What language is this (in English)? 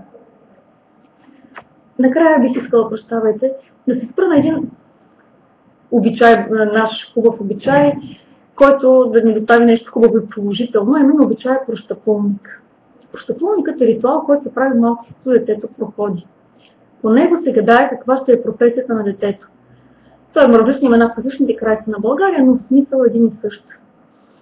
Bulgarian